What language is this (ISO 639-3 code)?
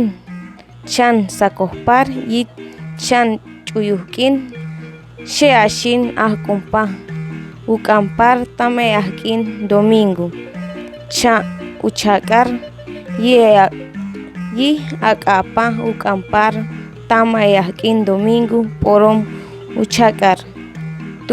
caa